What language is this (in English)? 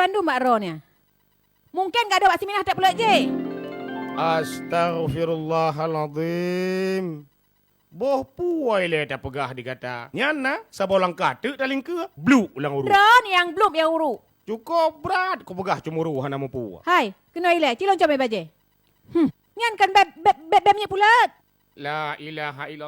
Achinese